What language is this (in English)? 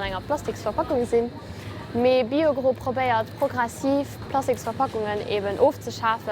Luxembourgish